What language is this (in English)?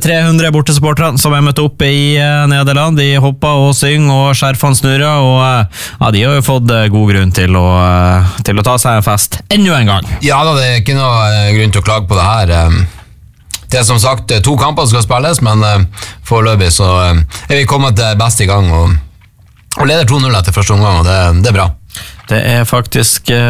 Norwegian